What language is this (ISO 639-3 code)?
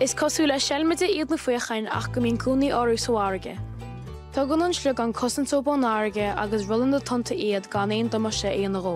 gle